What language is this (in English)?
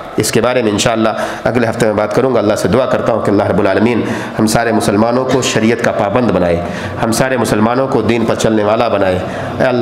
Urdu